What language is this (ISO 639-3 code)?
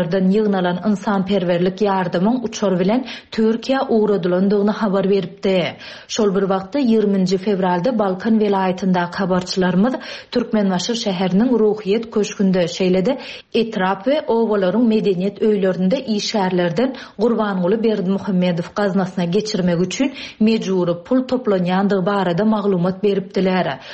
tuk